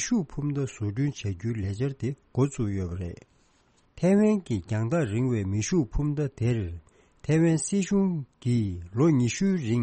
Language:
Tibetan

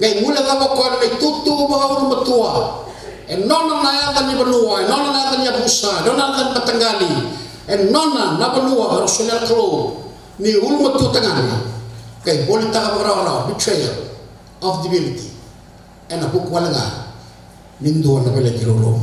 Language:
Fijian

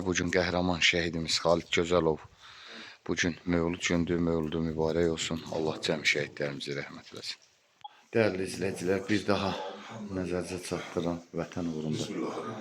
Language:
Azerbaijani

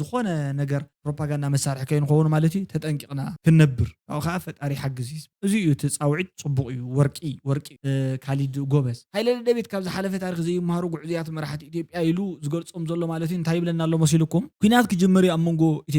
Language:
Tigrinya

